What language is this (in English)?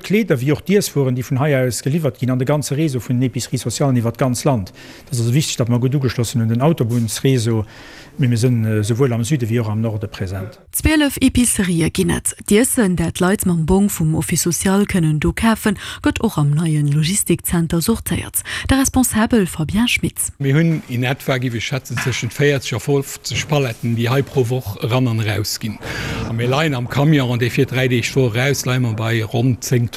Luxembourgish